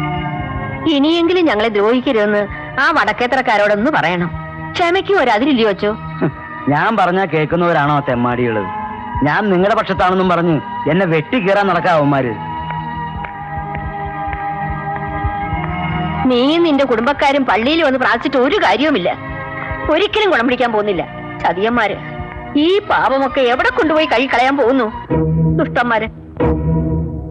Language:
Malayalam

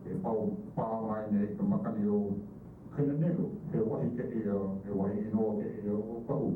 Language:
Hawaiian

